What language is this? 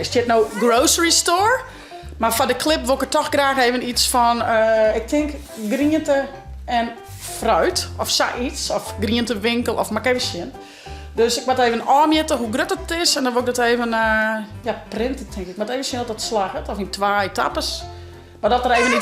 Western Frisian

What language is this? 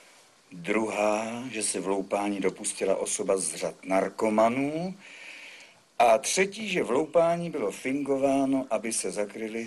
Czech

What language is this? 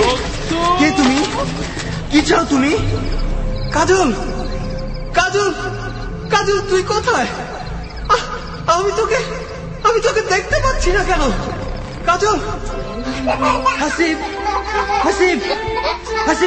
Bangla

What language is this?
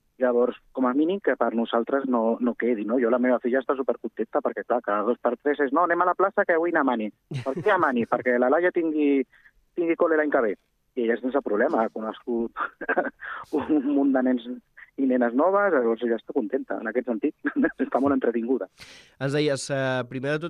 Catalan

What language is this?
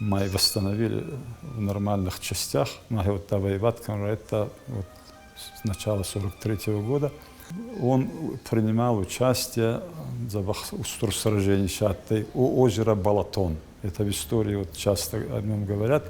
Ossetic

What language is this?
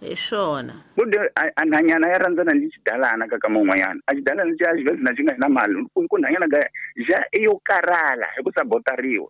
Tsonga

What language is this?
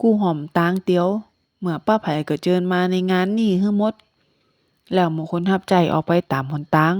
Northern Thai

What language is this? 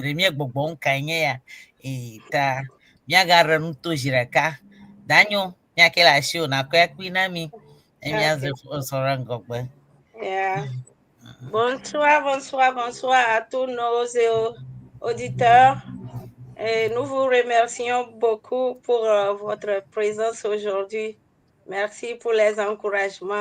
Ewe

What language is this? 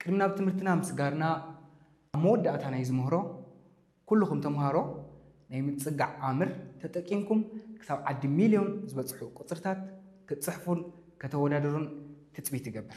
Tigrinya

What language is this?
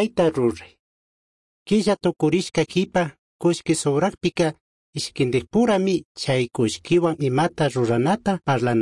Chimborazo Highland Quichua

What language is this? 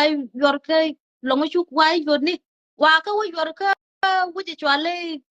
Nuer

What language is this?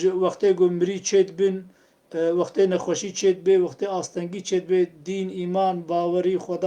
Kurdish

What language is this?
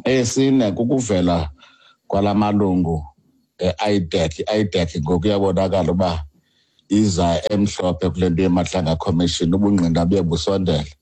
Xhosa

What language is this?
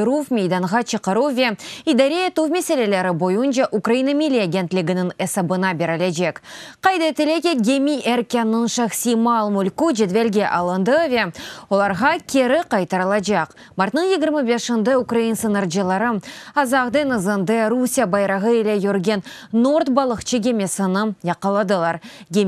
Crimean Tatar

